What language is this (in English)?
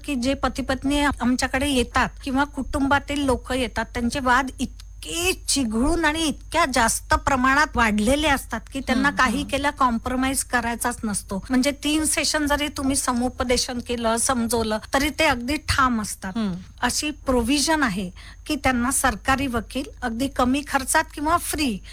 Marathi